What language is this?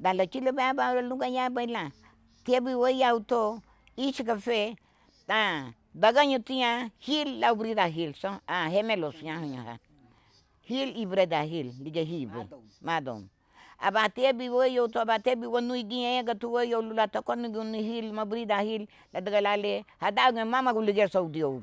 Garifuna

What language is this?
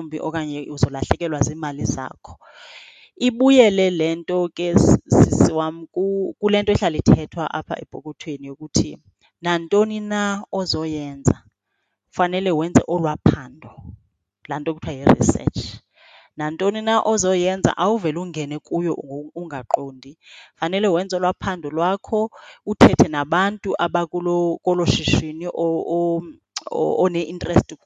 Xhosa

